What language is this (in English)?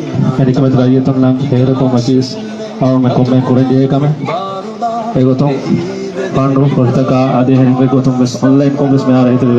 Divehi